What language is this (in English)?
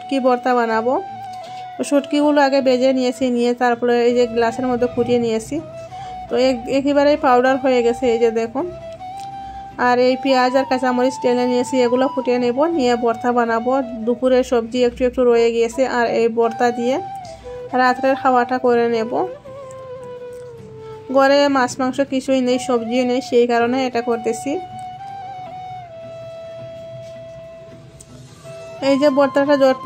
Bangla